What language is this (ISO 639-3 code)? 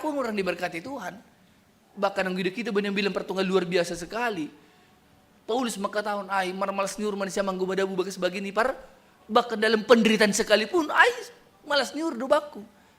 bts